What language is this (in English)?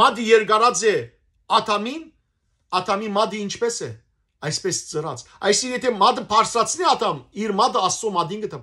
Western Armenian